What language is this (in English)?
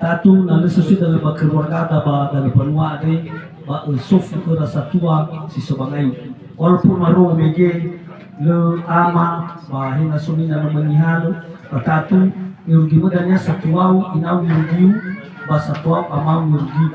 Nias